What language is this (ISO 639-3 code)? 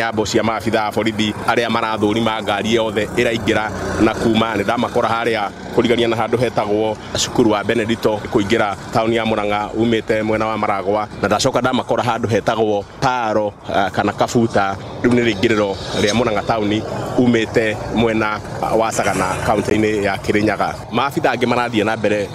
kik